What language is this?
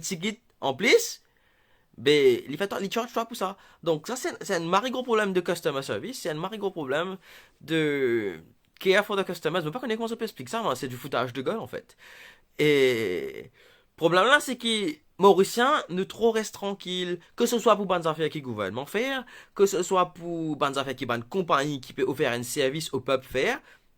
Morisyen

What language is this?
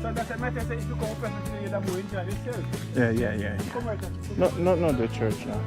Jamaican Creole English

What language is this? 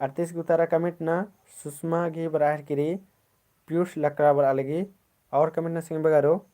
Kurukh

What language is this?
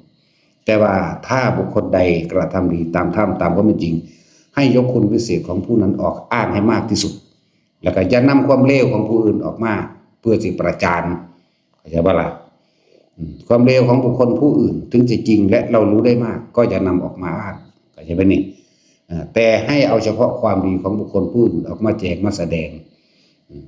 Northeastern Thai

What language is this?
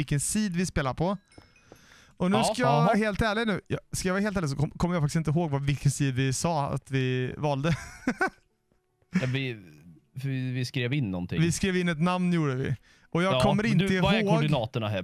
Swedish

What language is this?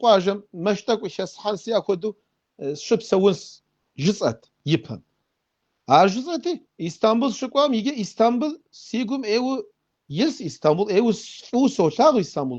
Kabardian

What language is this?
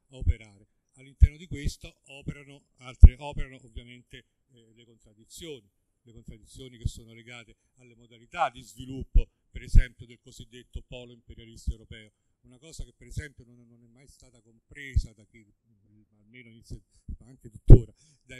Italian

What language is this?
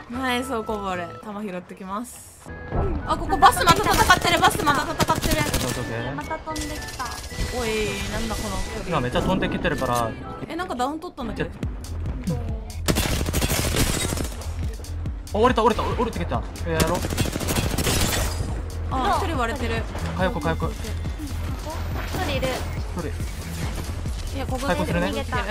Japanese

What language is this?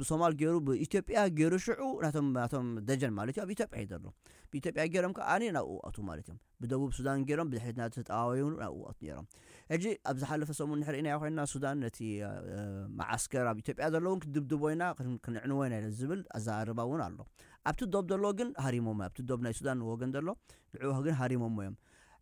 Tigrinya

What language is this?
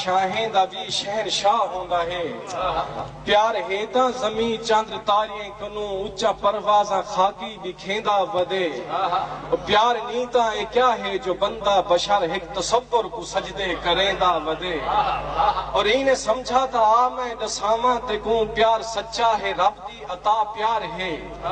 Saraiki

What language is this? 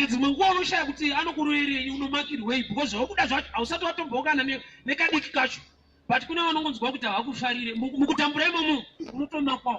Shona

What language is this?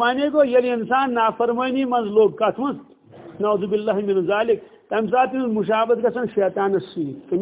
Kashmiri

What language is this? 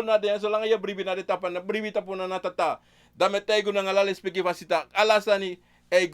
Sranan Tongo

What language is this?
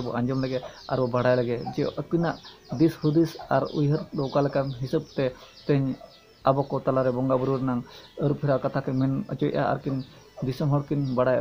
Santali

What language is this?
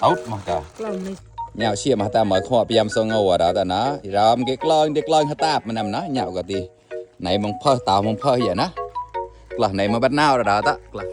Mon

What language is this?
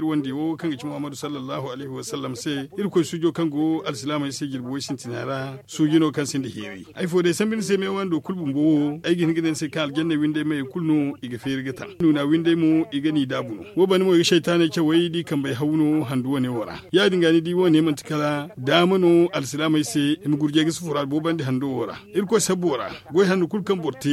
Zarma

